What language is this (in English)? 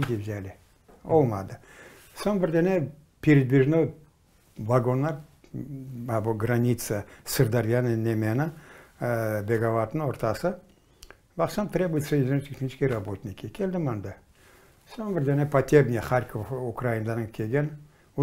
Crimean Tatar